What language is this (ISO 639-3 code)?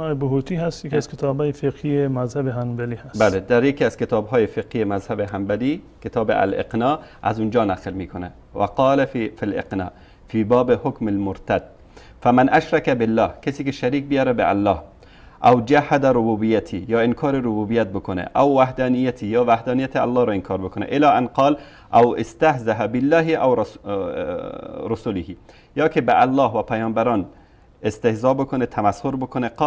fas